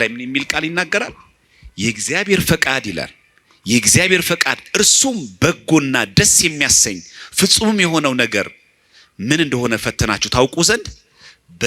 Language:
Amharic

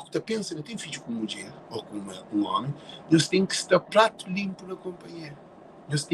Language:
Kabuverdianu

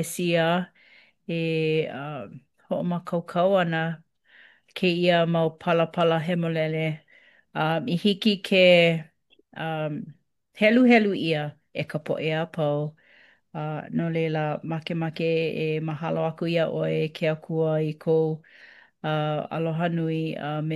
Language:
Hawaiian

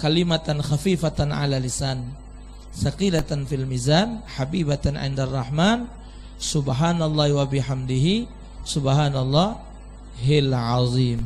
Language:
Musi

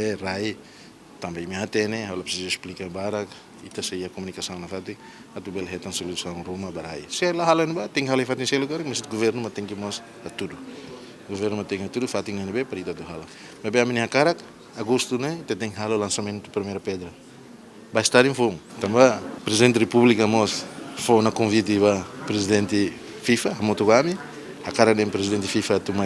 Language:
Tetum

